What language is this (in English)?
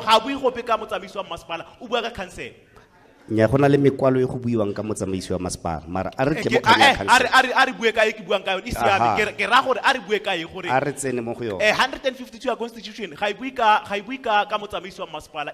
Tswana